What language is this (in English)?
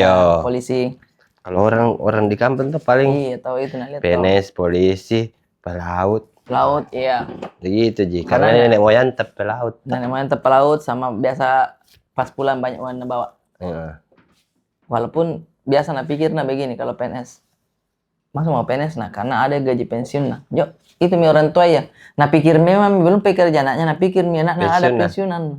Makassar Malay